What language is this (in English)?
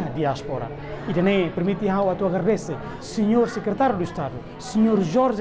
Tetum